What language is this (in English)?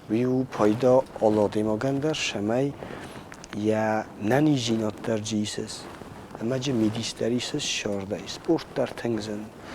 Ossetic